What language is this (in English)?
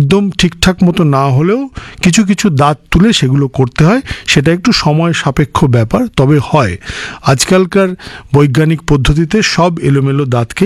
Bangla